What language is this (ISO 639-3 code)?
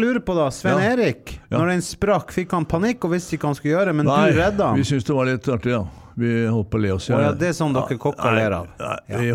nor